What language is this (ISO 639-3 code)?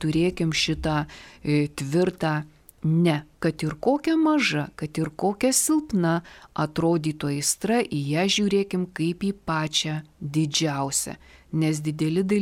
lit